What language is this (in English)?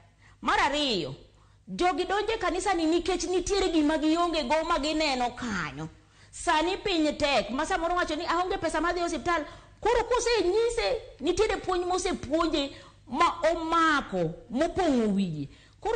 Luo (Kenya and Tanzania)